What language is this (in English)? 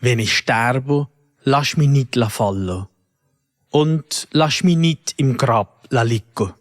Swiss German